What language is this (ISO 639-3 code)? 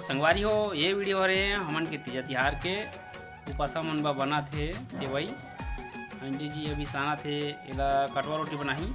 hne